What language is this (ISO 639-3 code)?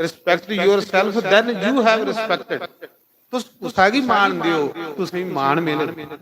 doi